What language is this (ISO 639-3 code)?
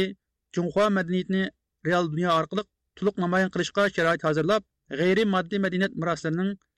uig